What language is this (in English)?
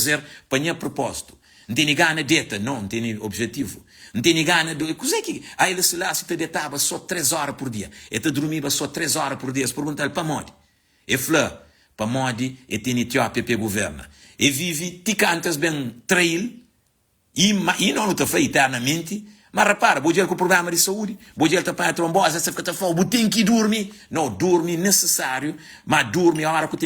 Kabuverdianu